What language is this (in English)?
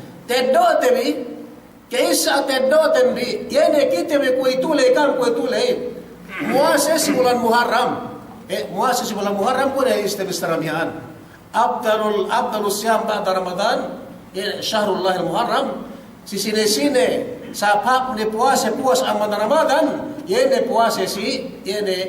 Yakan